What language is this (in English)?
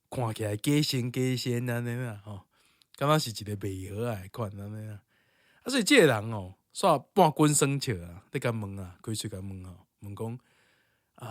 Min Nan Chinese